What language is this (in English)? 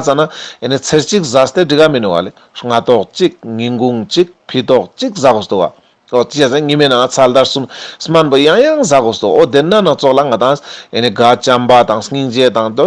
Ladakhi